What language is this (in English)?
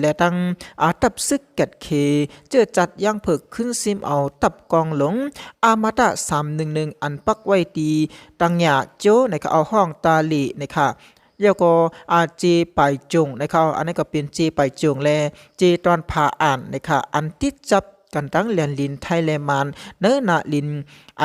Shan